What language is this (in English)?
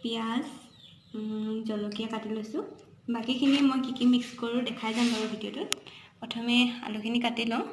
Assamese